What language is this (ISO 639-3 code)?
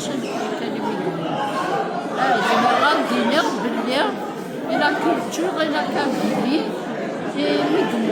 kab